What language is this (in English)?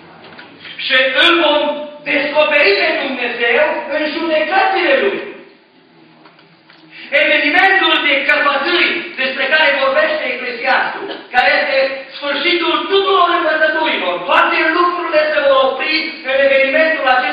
Romanian